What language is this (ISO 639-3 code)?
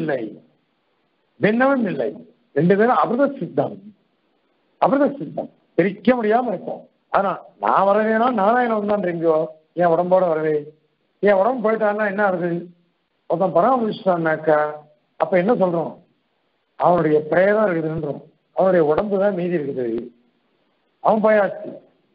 tam